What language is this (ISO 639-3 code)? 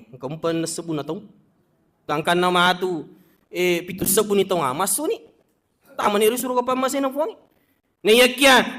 bug